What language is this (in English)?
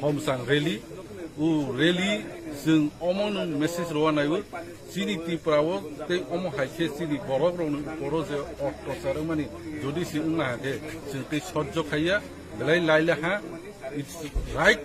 Kok Borok